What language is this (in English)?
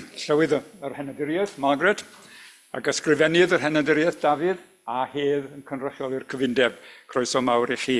Welsh